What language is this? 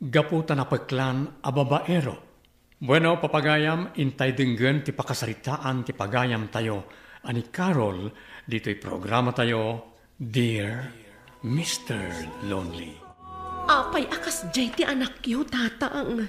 Iloko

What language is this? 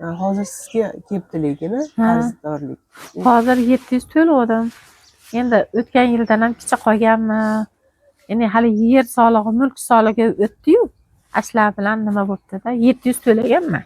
Uzbek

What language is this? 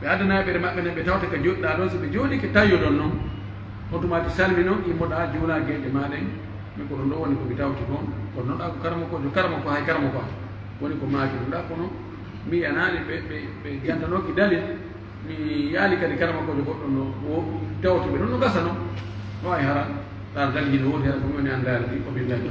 Pular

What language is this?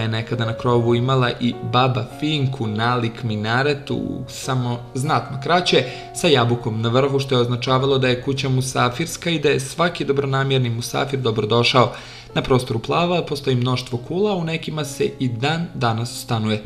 Bosnian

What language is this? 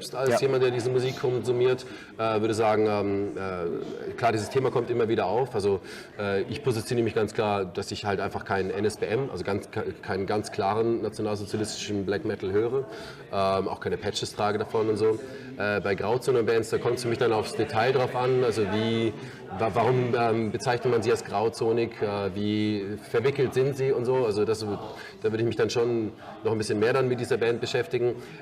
Swiss German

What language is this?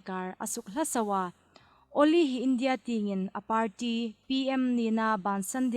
Hmar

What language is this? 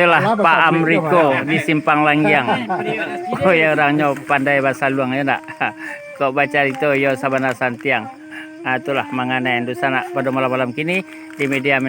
Minangkabau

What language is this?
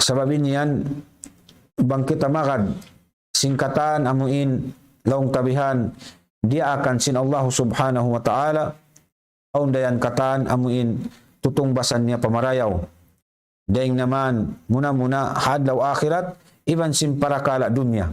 Tausug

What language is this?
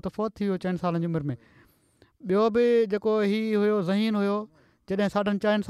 Sindhi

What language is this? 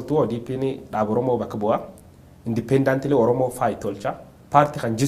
Oromo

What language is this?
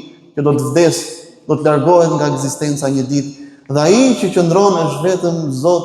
Albanian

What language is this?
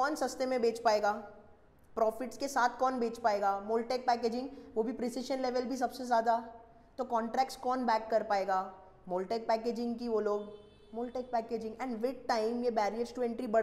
Hindi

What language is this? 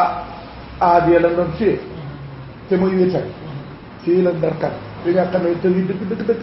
Wolof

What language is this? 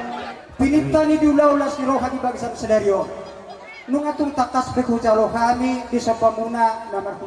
Batak Toba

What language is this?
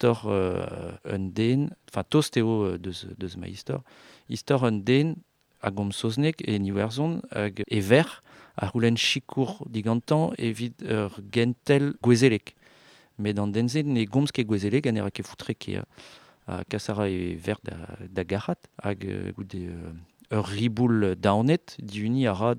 Breton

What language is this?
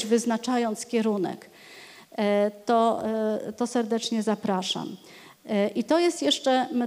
Polish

